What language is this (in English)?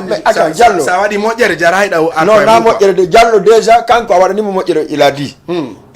Fula